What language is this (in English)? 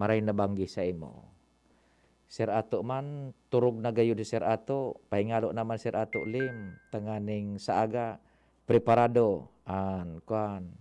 Bikol